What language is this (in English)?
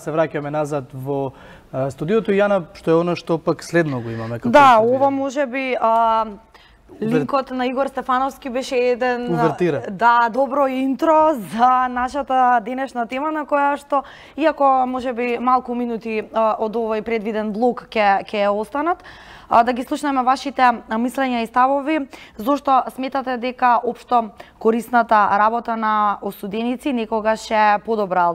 Macedonian